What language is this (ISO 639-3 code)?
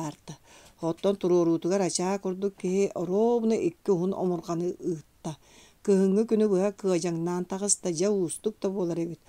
sah